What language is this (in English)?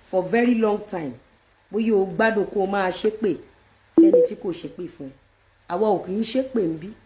Yoruba